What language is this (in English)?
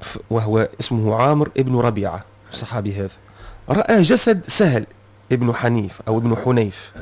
Tunisian Arabic